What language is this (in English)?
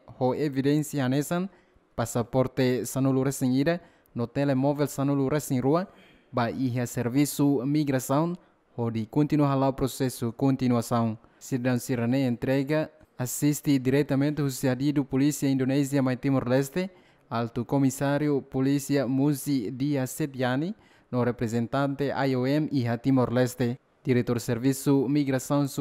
Tetum